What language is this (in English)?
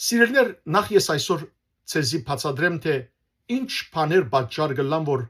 Western Armenian